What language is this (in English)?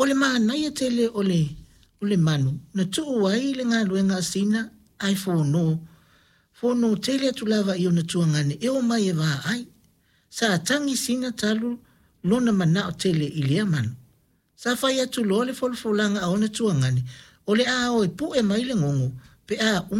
Samoan